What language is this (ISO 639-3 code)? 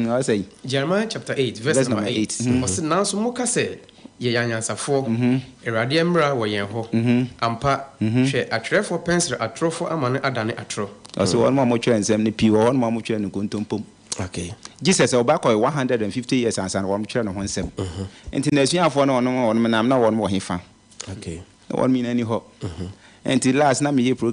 aka